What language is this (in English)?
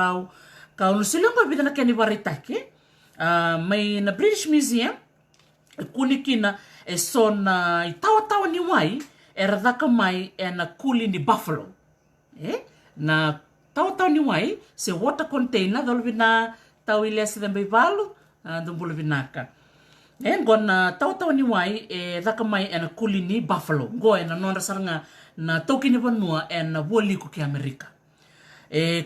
Fijian